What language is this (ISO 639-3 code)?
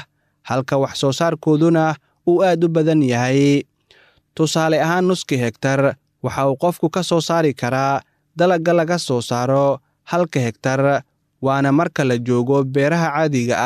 som